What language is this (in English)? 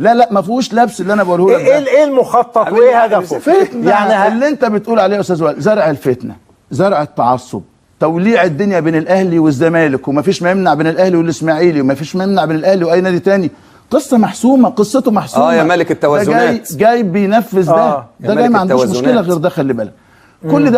Egyptian Arabic